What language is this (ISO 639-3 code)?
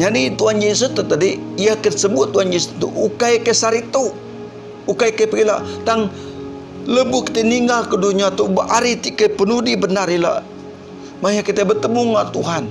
iba